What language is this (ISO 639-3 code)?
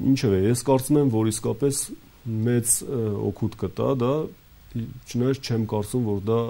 hye